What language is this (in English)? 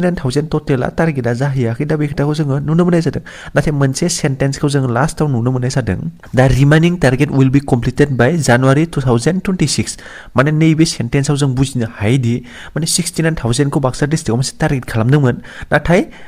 Bodo